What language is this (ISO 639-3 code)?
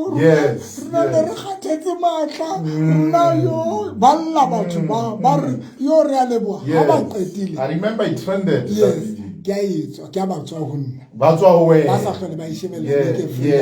sot